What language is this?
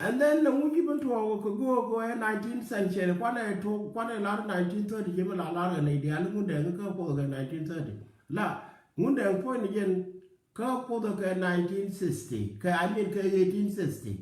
Nuer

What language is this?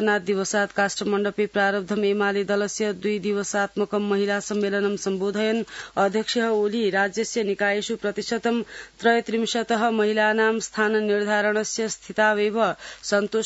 Sanskrit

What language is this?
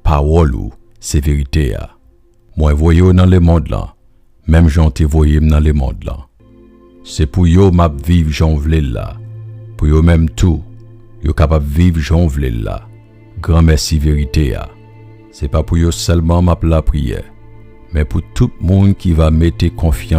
Haitian Creole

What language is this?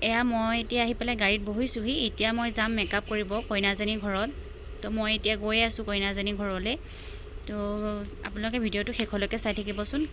Assamese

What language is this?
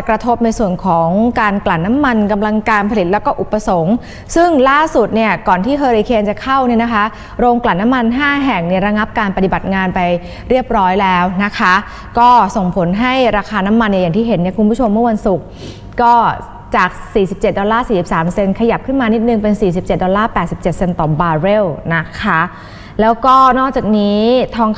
Thai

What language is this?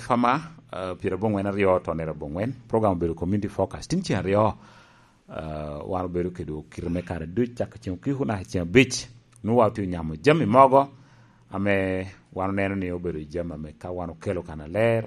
Lango (Uganda)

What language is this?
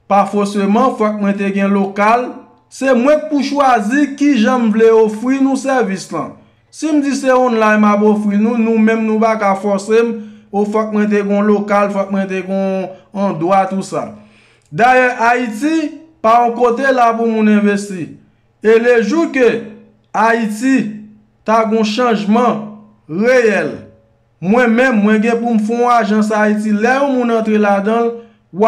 Haitian Creole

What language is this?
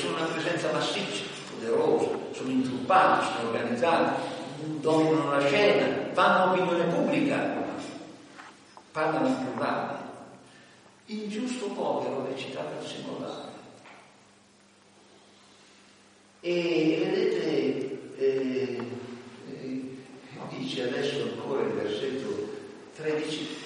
Italian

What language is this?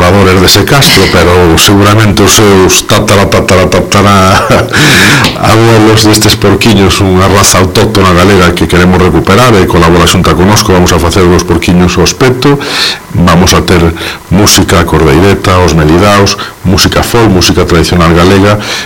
Galician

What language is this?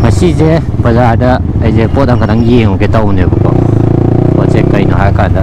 Manipuri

